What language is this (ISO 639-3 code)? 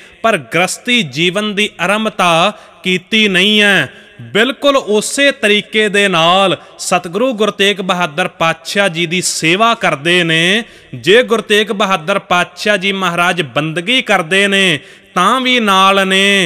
pan